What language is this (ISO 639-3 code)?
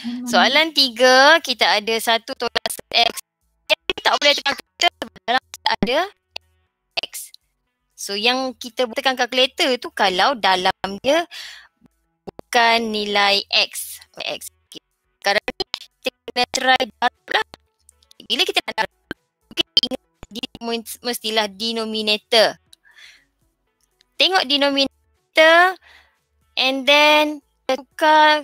msa